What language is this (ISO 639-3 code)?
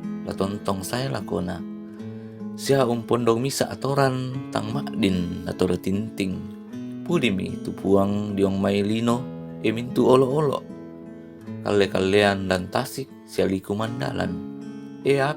sda